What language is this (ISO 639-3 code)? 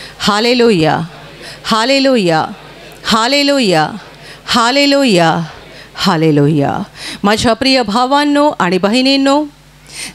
mar